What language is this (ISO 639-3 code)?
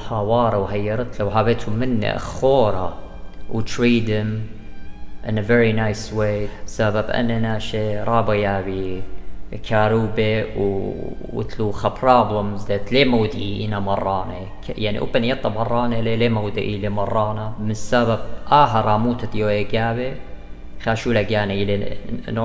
aii